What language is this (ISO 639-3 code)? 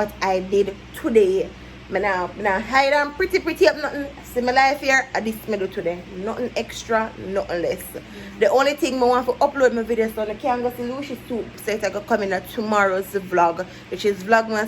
jam